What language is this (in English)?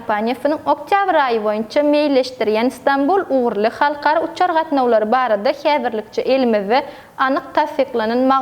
Turkmen